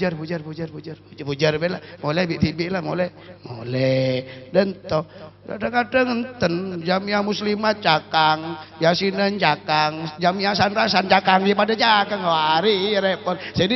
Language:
Madurese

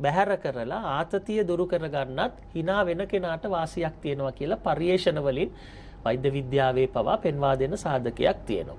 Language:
Sinhala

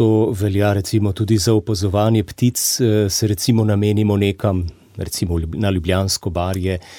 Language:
Slovenian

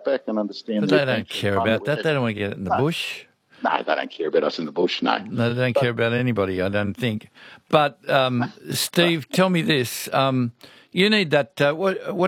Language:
English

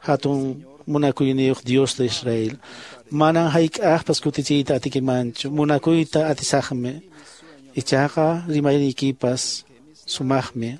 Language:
Quechua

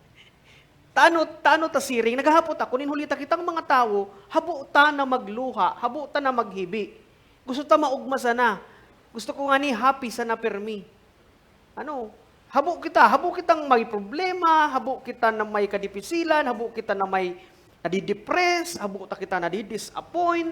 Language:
Bikol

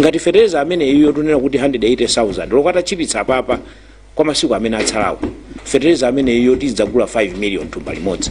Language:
Nyanja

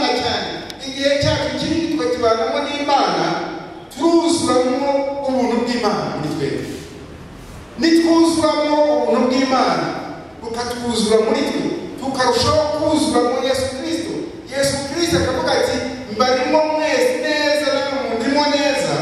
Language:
Kinyarwanda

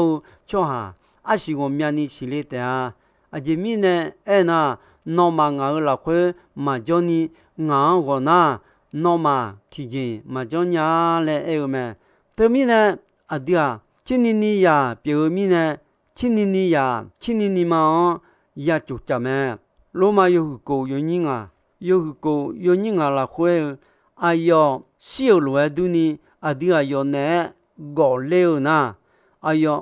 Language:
Akha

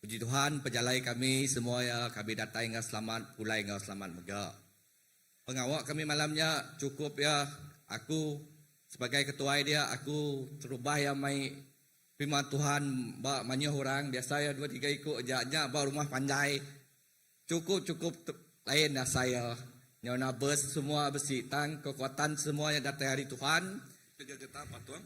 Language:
Iban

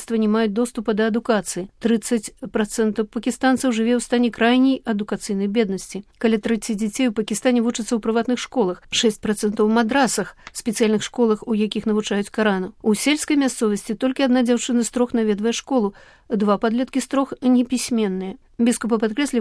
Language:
Belarusian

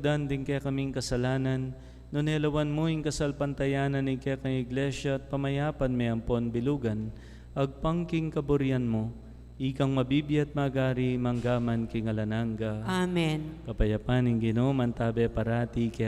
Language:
Pampanga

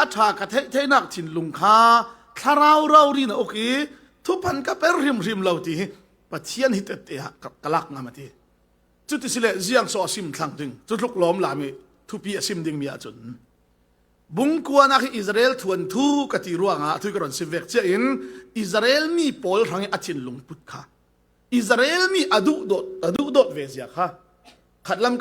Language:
Falam Chin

